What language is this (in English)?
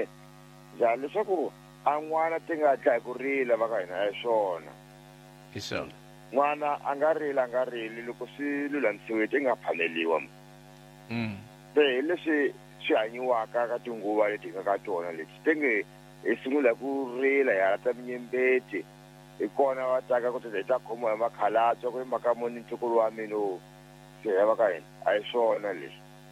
Tsonga